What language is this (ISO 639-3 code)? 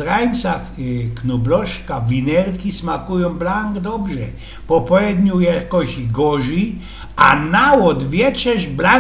szl